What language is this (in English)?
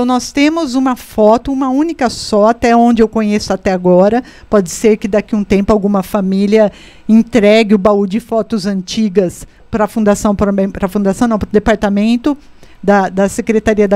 Portuguese